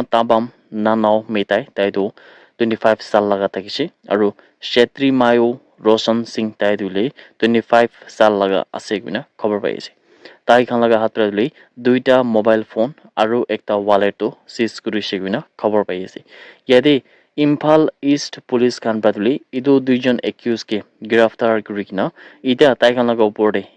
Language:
Naga Pidgin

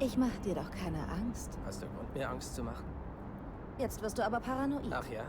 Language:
Bavarian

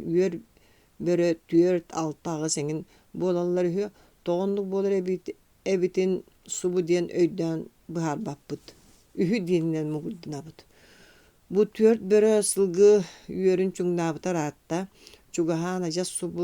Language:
Yakut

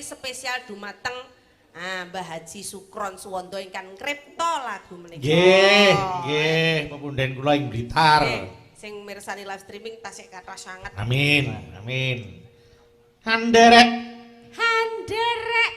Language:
Javanese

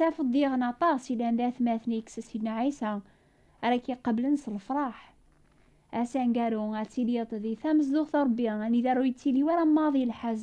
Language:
Kabyle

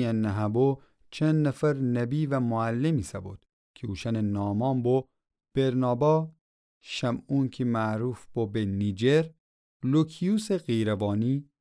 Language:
Gilaki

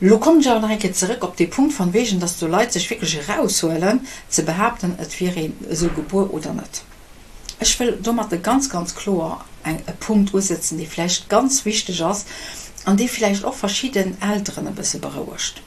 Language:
Luxembourgish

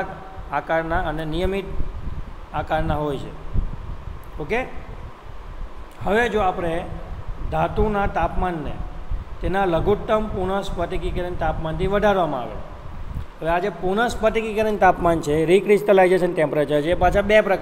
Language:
Gujarati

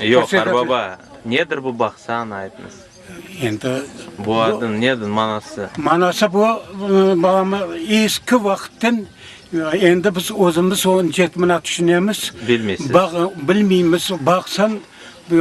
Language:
Crimean Tatar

